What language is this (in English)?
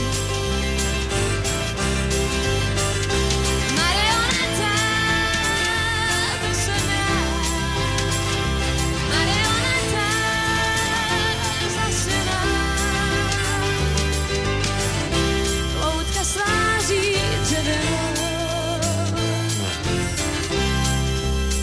Czech